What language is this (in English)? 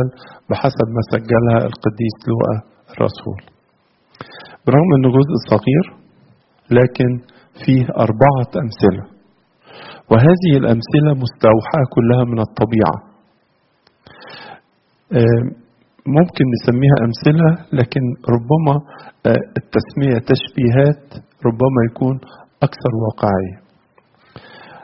Egyptian Arabic